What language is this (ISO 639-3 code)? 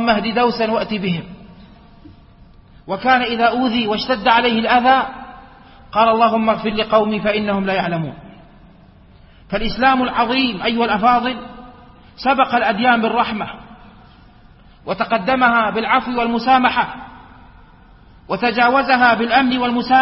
ara